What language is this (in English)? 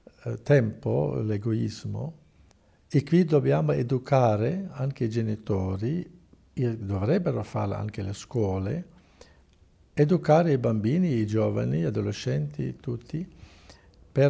Italian